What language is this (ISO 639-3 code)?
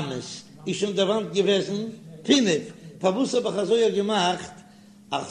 yid